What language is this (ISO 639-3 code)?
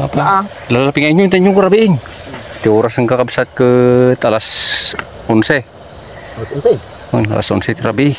ilo